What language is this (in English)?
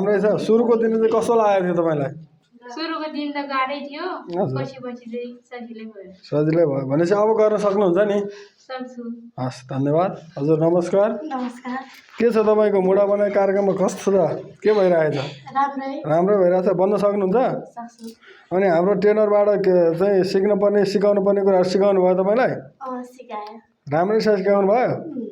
Nepali